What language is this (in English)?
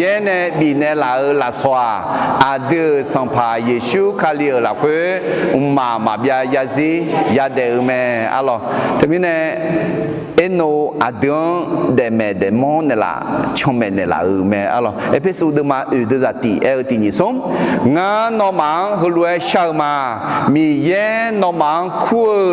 Akha